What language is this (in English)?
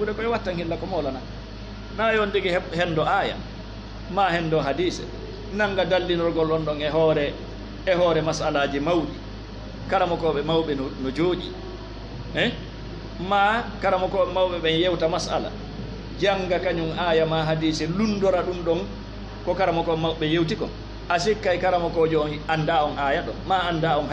Fula